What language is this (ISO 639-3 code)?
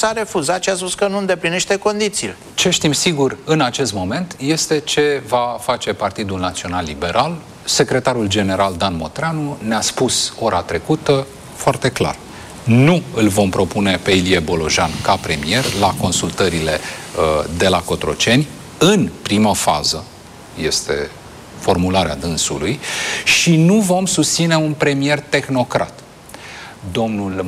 ron